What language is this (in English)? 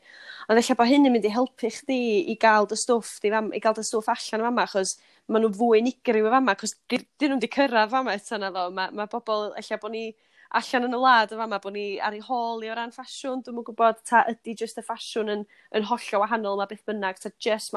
Welsh